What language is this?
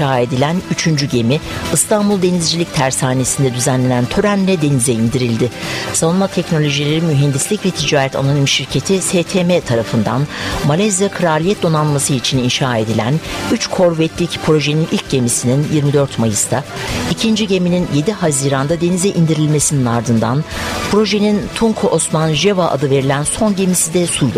Turkish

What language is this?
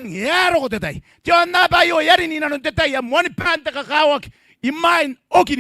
Gilbertese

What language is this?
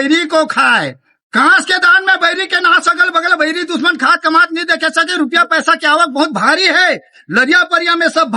Chhattisgarhi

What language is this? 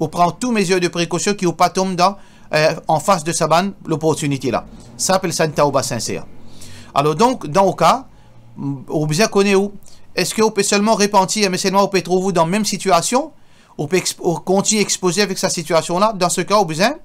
Morisyen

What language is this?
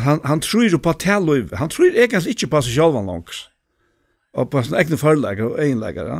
Faroese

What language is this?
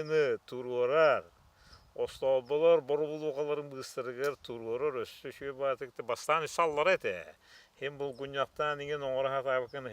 Yakut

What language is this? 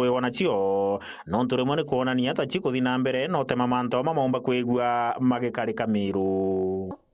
Meru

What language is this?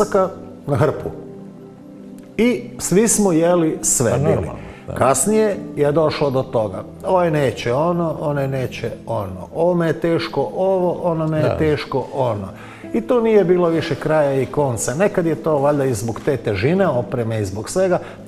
Croatian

